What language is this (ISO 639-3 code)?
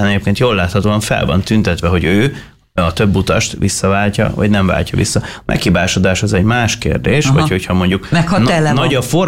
hun